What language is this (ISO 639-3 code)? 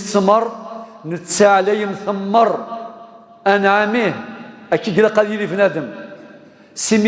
kab